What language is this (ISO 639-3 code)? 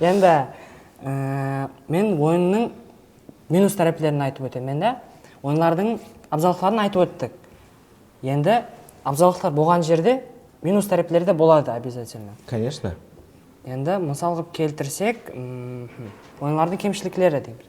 kaa